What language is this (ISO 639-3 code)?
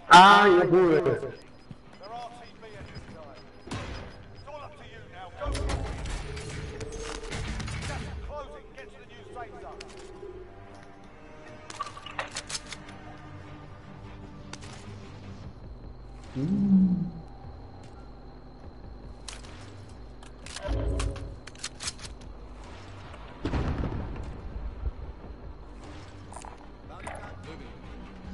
spa